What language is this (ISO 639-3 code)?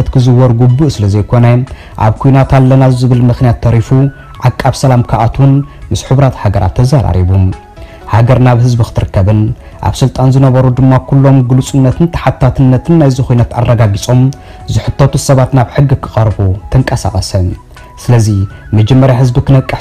tir